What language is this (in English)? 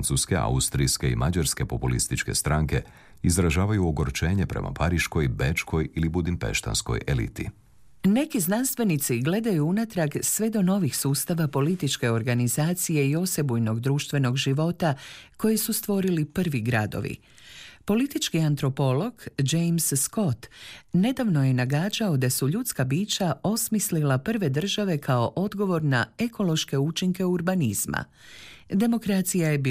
Croatian